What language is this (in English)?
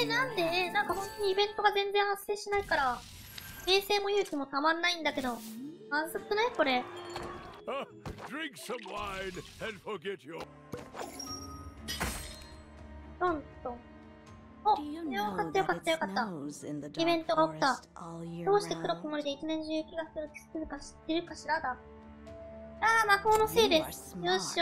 Japanese